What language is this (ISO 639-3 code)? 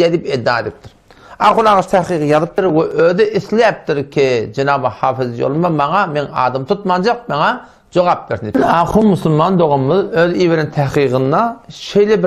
tuk